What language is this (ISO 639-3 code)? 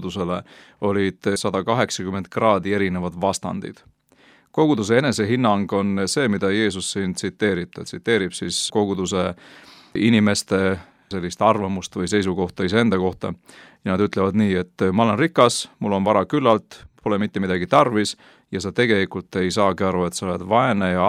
est